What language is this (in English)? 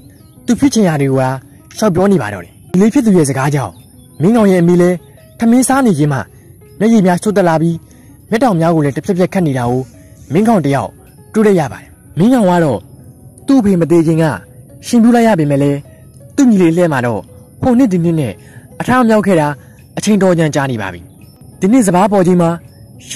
Burmese